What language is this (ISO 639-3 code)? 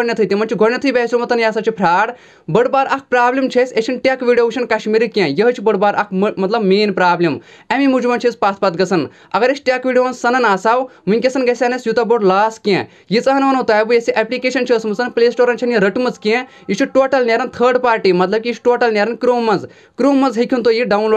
kas